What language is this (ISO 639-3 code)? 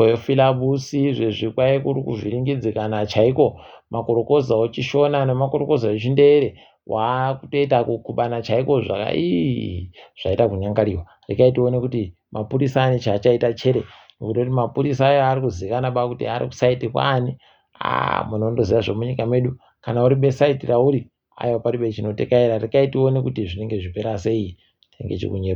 ndc